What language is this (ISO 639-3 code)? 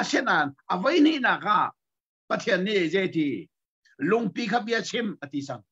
cnh